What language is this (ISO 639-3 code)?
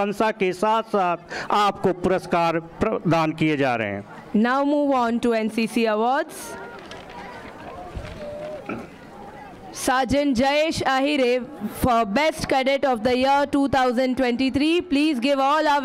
hin